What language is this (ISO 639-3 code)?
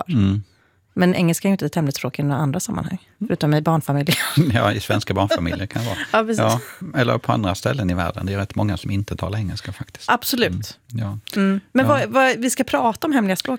swe